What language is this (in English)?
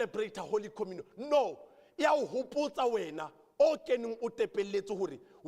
Southern Sotho